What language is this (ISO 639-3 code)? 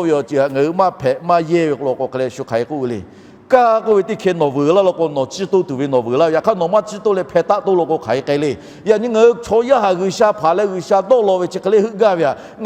lhu